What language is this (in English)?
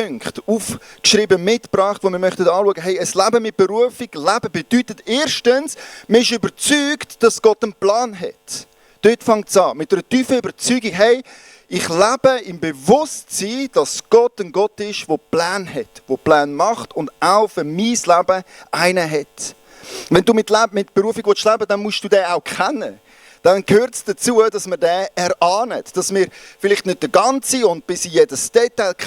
Swiss German